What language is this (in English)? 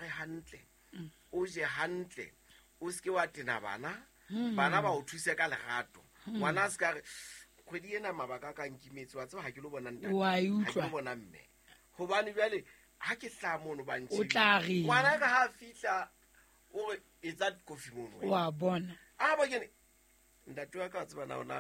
Southern Sotho